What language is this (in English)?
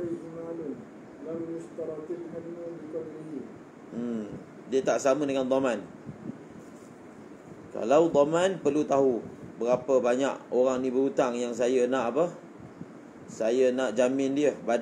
Malay